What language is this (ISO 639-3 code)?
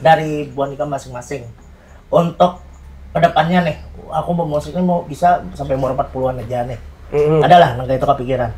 bjn